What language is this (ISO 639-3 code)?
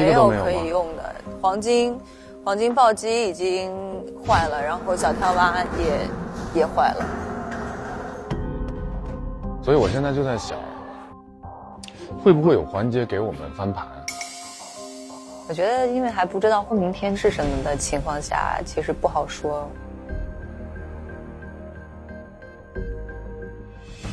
zho